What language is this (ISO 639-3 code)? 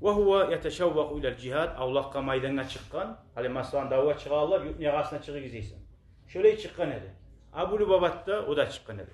kum